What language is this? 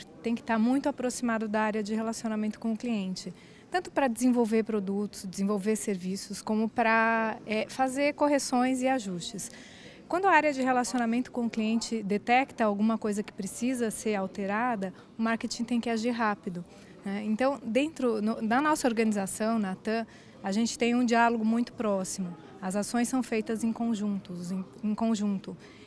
Portuguese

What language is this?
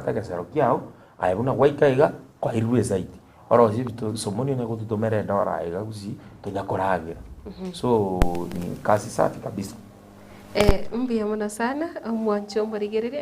Gusii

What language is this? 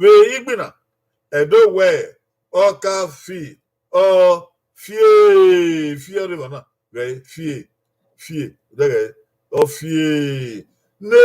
Bini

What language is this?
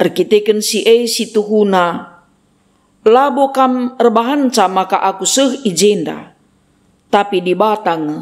Batak Karo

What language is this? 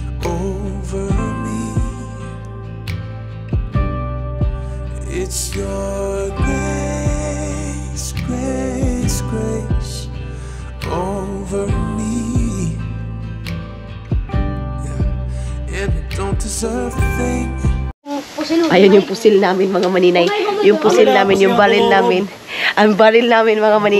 Filipino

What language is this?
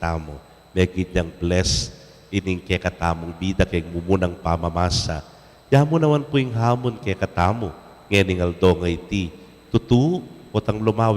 Pampanga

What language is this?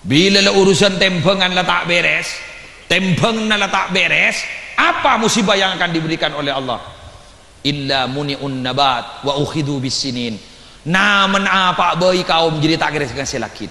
Madurese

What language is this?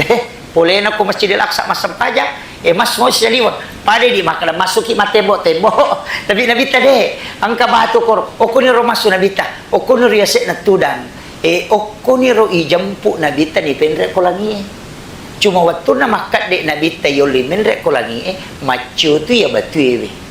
Buginese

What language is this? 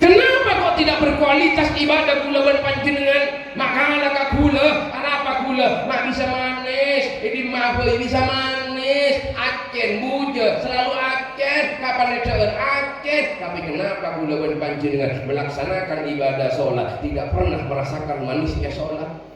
Madurese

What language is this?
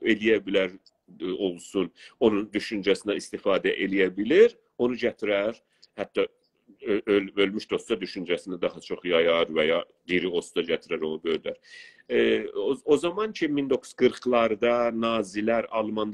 South Azerbaijani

